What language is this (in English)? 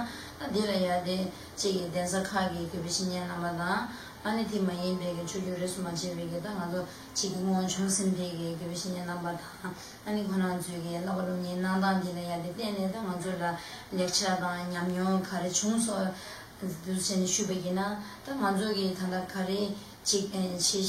Tibetan